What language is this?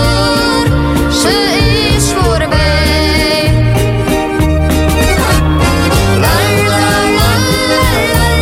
Dutch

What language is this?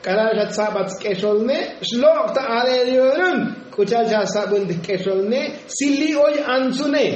Tzotzil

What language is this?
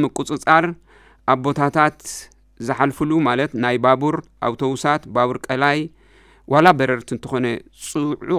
Tigrinya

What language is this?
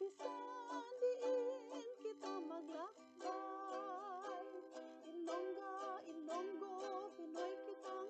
Hiligaynon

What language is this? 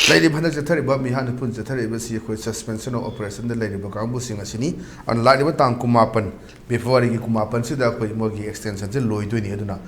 Manipuri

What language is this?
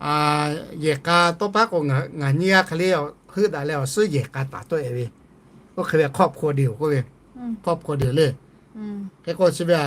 Lahu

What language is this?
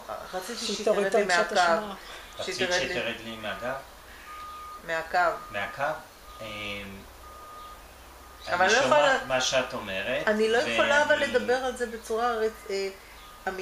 Hebrew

